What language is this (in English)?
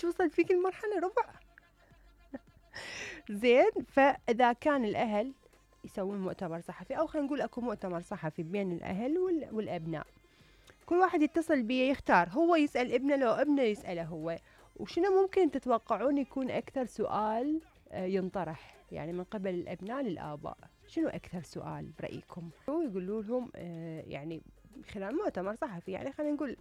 Mesopotamian Arabic